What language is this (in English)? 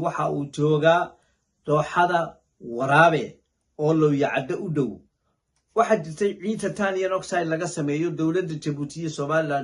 Somali